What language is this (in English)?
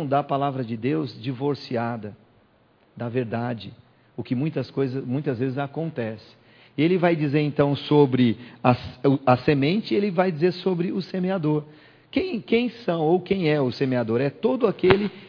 Portuguese